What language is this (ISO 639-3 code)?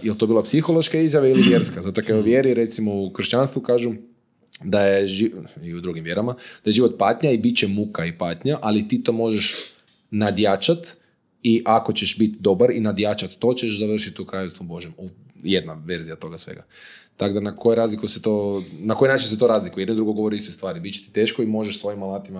hrv